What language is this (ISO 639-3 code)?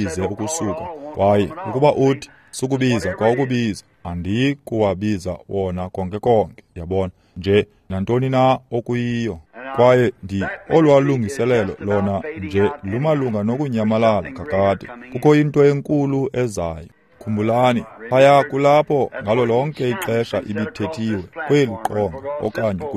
xho